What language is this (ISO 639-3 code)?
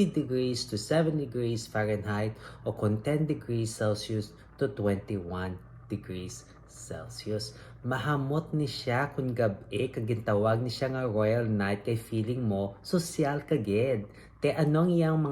hil